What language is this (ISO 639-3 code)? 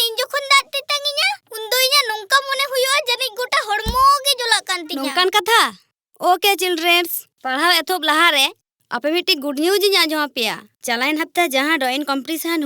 sat